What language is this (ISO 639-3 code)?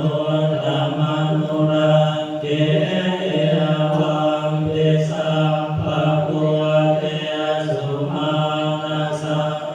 pli